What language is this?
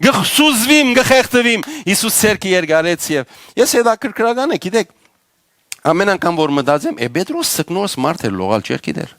Western Armenian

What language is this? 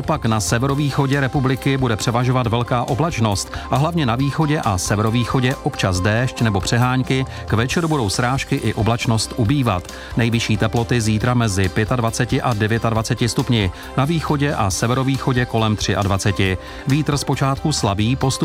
Czech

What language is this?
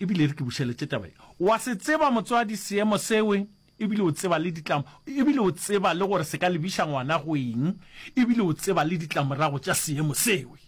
Northern Sotho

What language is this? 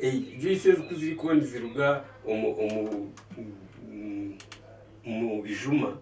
Nyankole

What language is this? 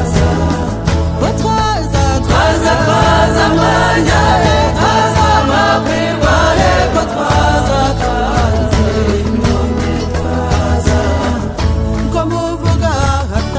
Kinyarwanda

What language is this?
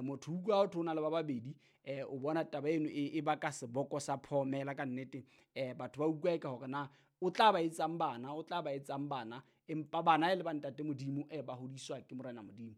Southern Sotho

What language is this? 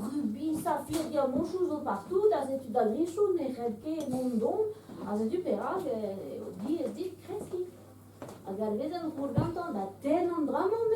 Breton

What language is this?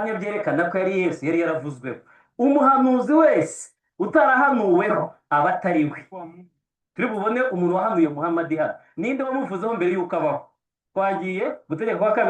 Kinyarwanda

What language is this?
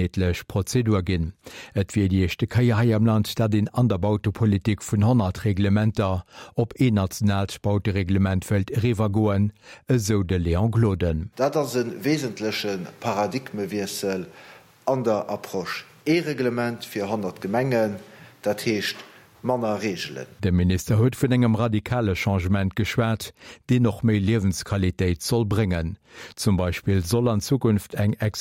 Luxembourgish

